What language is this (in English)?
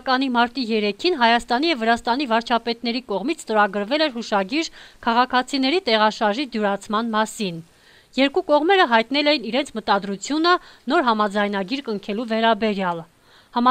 Armenian